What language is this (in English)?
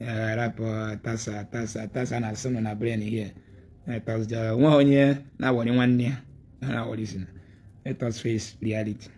Igbo